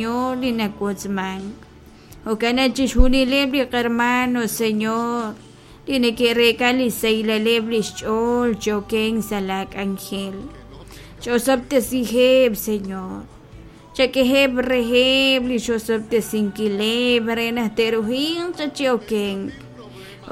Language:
Kekchí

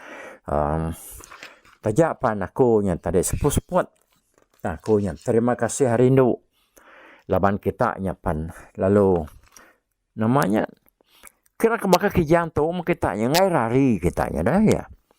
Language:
Iban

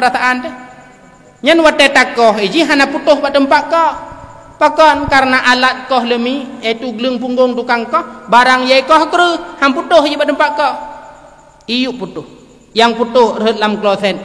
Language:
Achinese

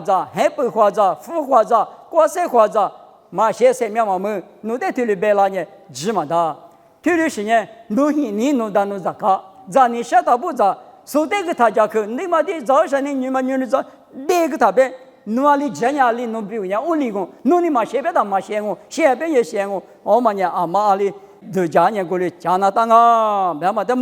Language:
Lisu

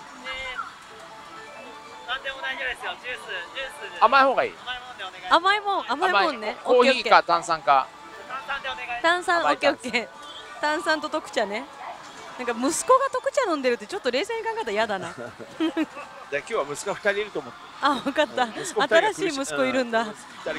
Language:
Japanese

